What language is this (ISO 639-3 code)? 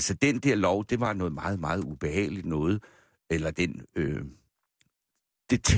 dan